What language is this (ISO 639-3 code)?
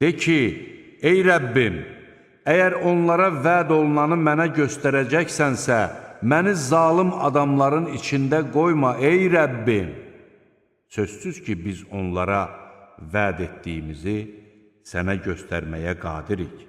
aze